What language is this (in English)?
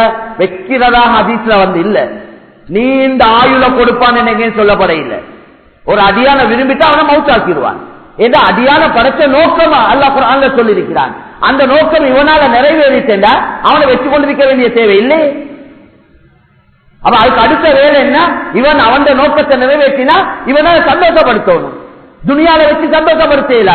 Tamil